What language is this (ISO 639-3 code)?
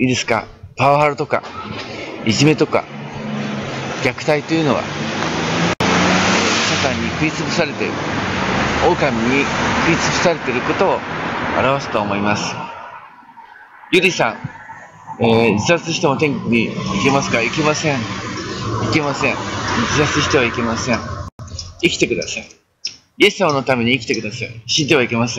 jpn